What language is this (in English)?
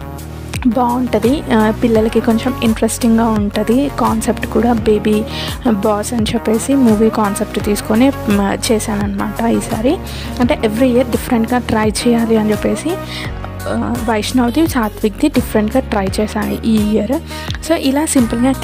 Telugu